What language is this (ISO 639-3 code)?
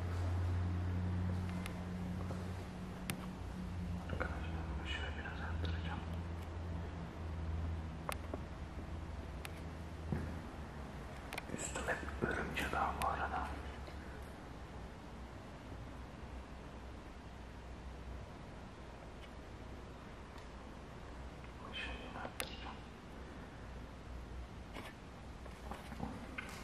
tur